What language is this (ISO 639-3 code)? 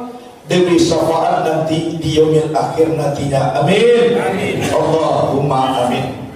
min